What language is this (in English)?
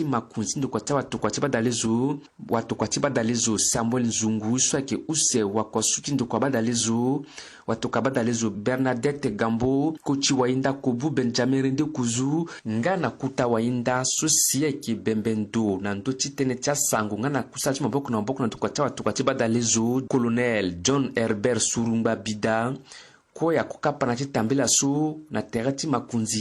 Sango